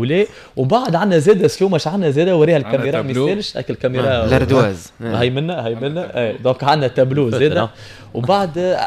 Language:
Tunisian Arabic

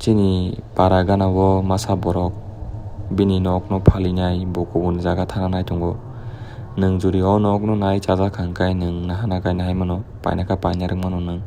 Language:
Kok Borok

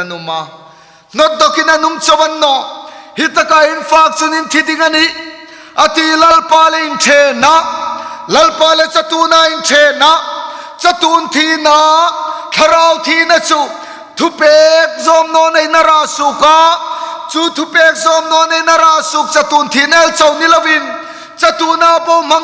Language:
Hmar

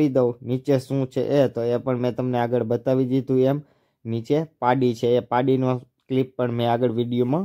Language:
Gujarati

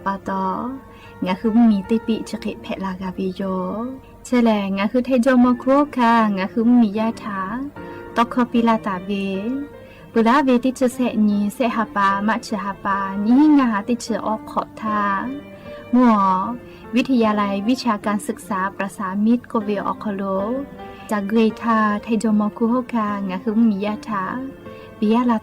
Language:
Lahu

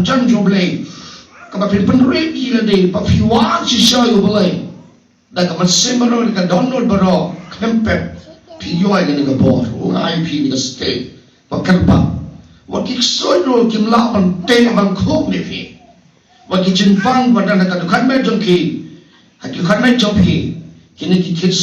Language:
Khasi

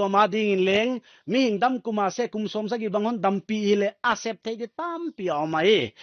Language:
Paite Chin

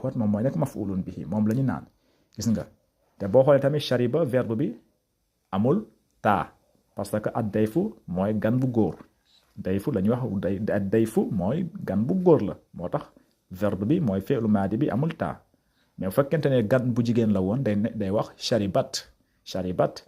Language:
Wolof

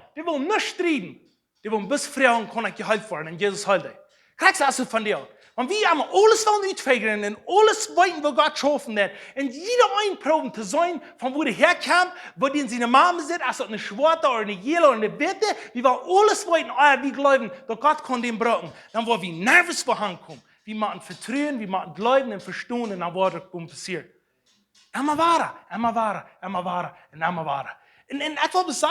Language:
Plautdietsch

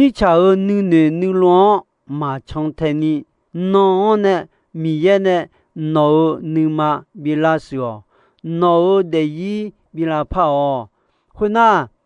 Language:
Akha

